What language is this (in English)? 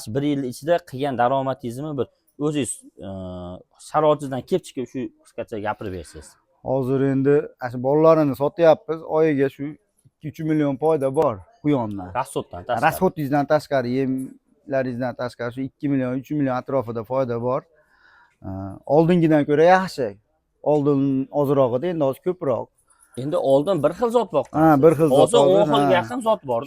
Uzbek